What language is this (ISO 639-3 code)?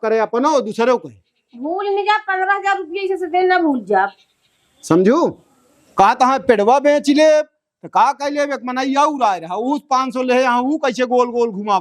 awa